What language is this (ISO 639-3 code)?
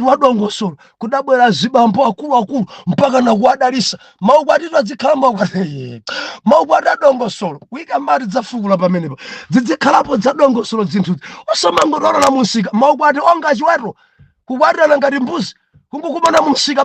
nya